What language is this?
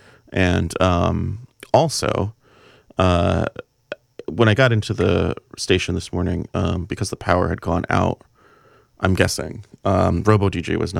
English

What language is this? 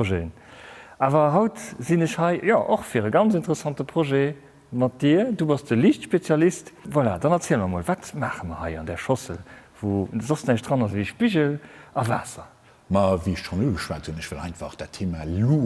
Luxembourgish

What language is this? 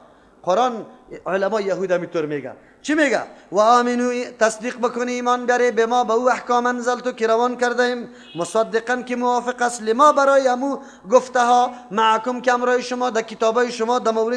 Persian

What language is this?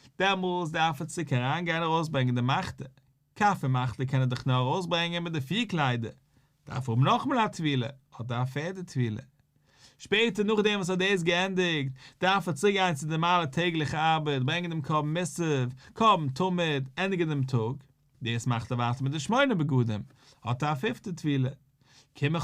Yiddish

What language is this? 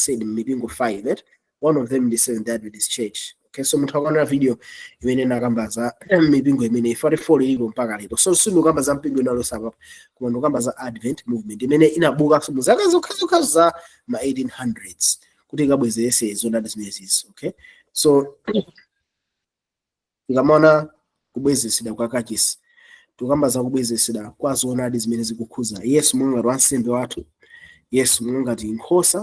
Nyanja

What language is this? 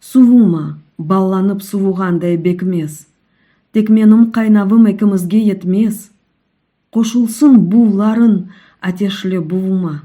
Crimean Tatar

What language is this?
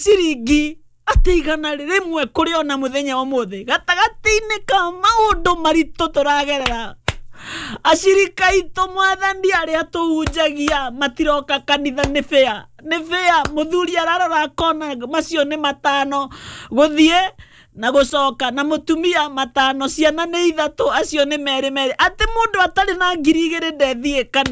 Kikuyu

